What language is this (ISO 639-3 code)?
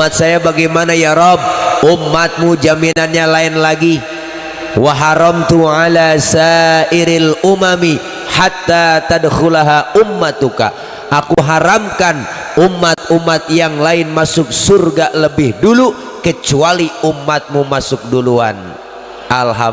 bew